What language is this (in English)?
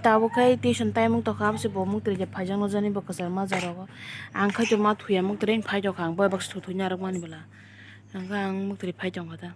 Kok Borok